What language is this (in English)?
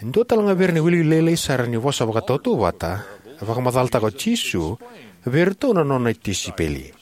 Fijian